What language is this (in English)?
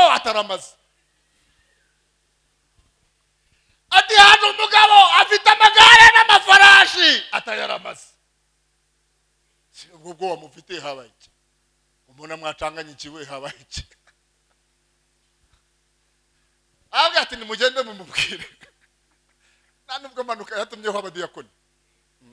Kinyarwanda